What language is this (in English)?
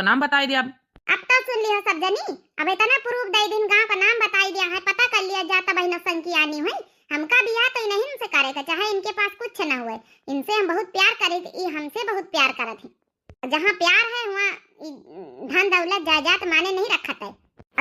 Awadhi